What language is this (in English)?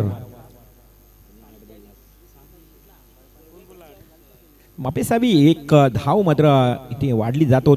Marathi